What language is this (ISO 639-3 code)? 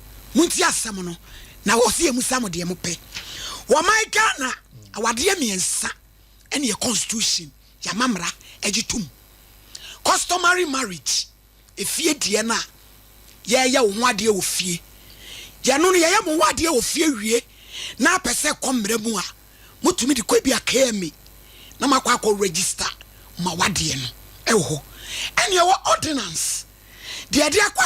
aka